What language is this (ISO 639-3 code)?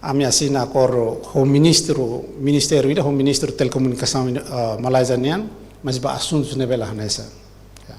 tet